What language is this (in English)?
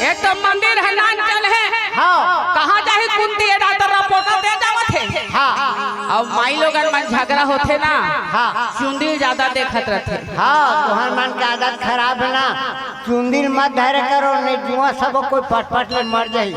Chhattisgarhi